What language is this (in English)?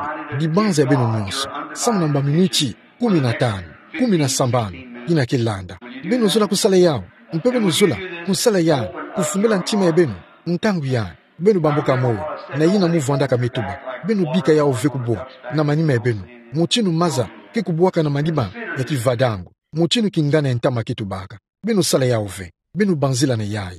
Kituba (Democratic Republic of Congo)